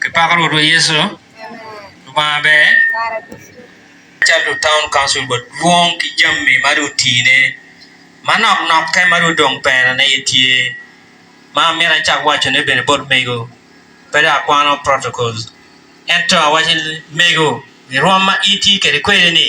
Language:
Acoli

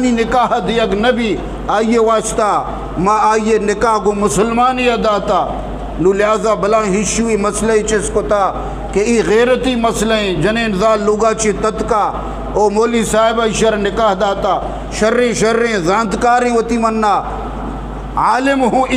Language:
Eastern Balochi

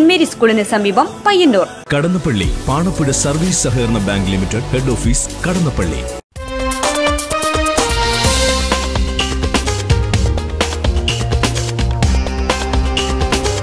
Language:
Malayalam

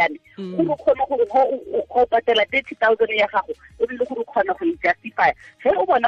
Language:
Tswana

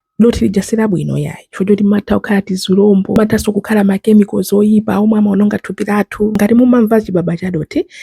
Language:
Nyanja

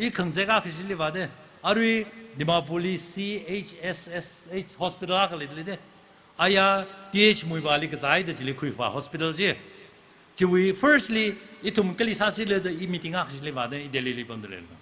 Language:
Tangkhul Naga (India)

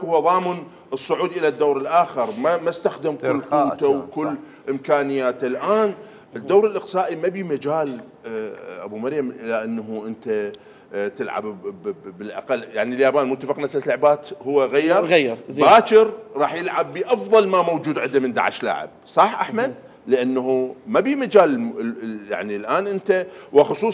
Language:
Mesopotamian Arabic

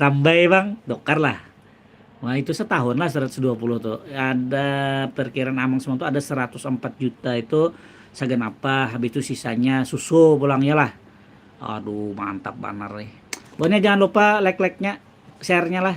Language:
Banjar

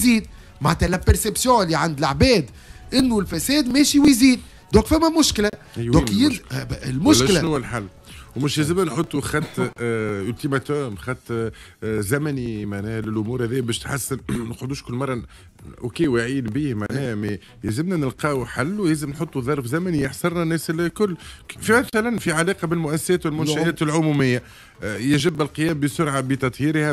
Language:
Tunisian Arabic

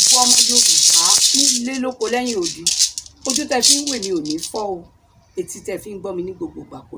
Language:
Yoruba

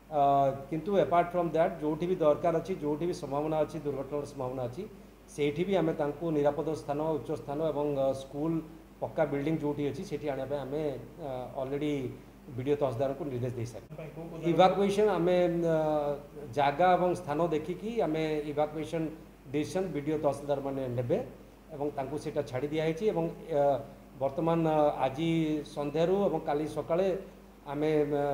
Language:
Odia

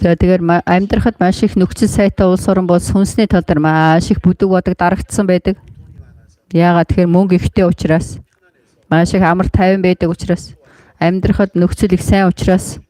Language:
Mongolian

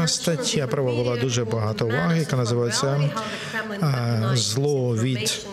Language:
Ukrainian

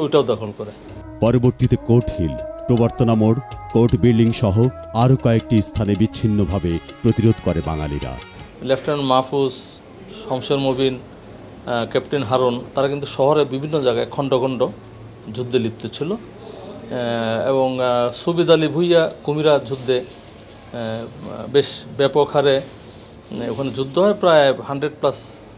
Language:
Bangla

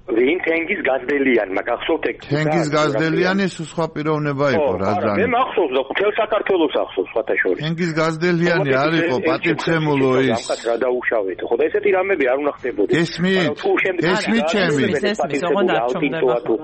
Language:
Georgian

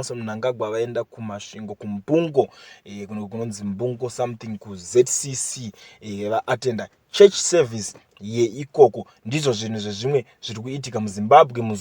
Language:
Shona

